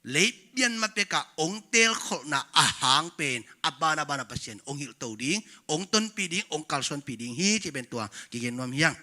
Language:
Tedim Chin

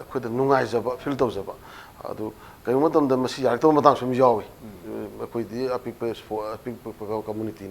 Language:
Manipuri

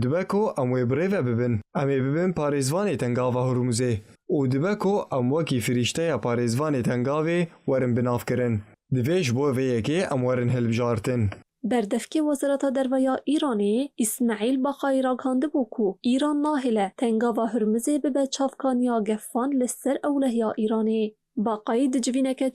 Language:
Kurdish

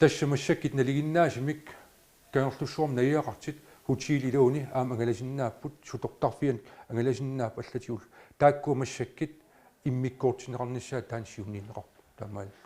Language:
Kalaallisut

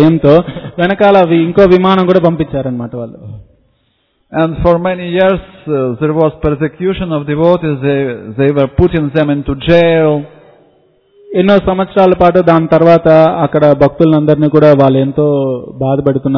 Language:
Telugu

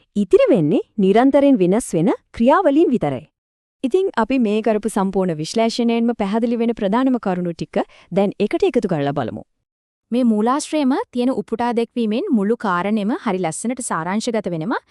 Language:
Sinhala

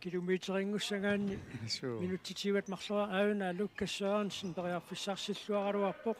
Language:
Kalaallisut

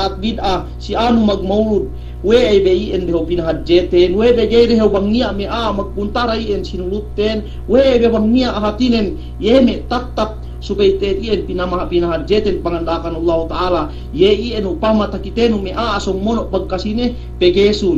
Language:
Yakan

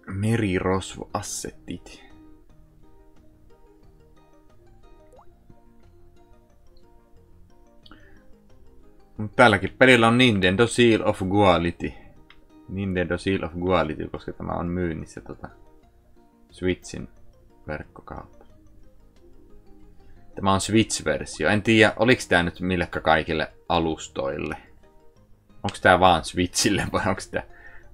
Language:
Finnish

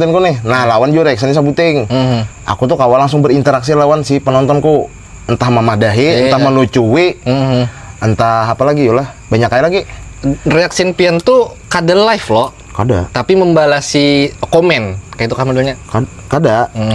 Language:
Banjar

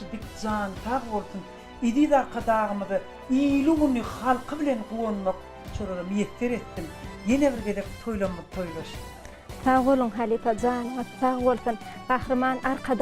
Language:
Turkmen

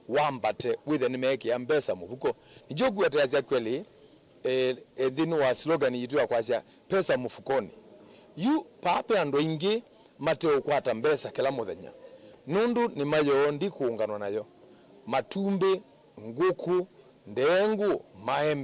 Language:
Kamba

